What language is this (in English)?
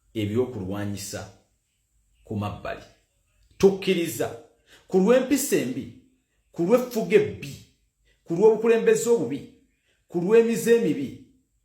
Ganda